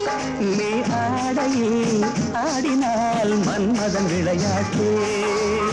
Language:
Tamil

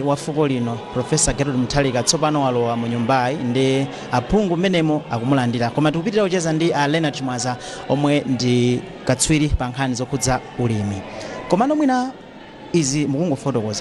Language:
Nyanja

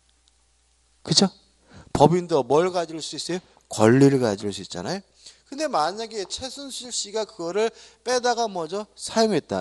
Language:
Korean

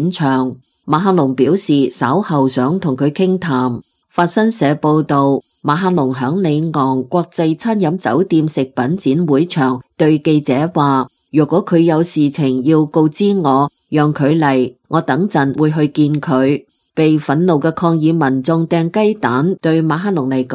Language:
Cantonese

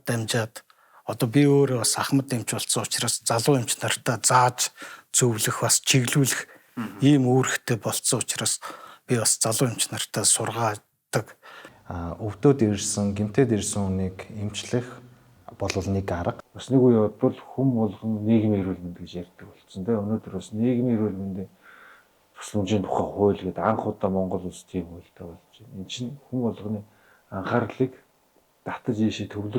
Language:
Mongolian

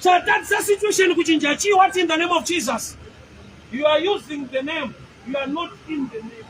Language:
Shona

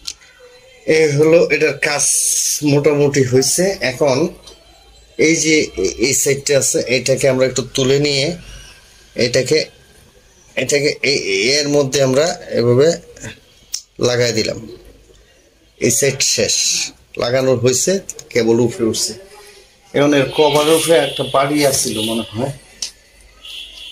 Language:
Bangla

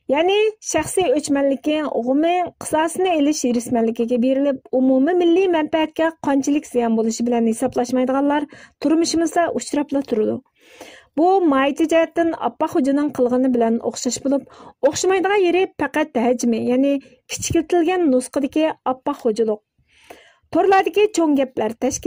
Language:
Uyghur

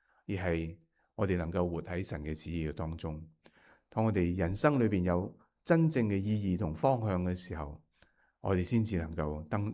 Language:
Cantonese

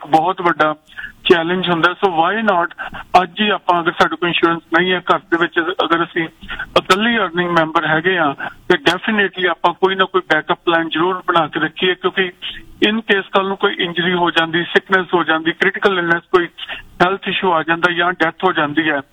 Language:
Punjabi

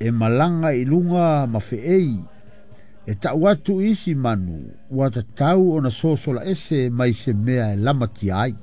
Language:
Samoan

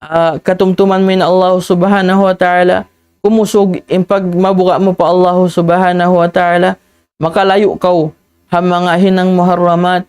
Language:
Tausug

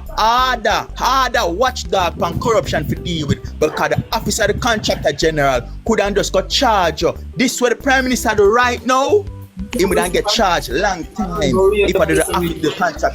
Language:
Jamaican Creole English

